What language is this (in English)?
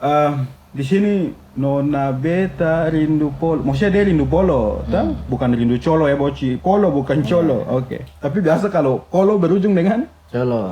Ambonese Malay